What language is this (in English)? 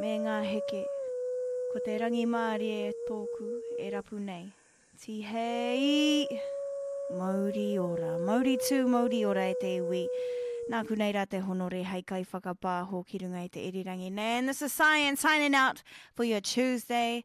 Māori